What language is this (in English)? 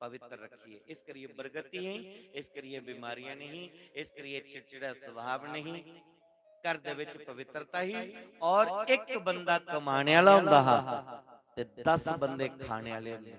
Dogri